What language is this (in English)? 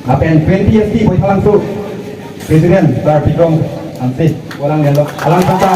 Karbi